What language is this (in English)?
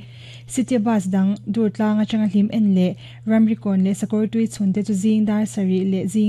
Mizo